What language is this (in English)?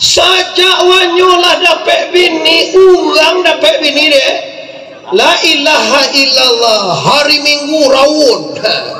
Minangkabau